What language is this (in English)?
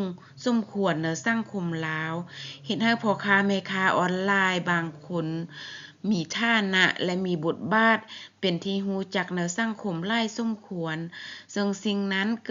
Lao